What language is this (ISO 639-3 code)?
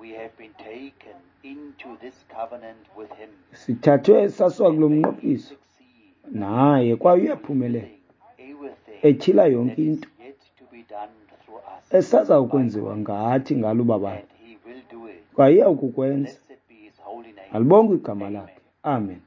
xho